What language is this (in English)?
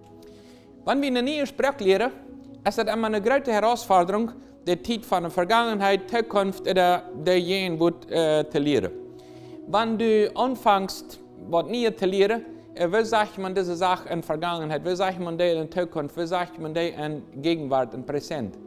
Plautdietsch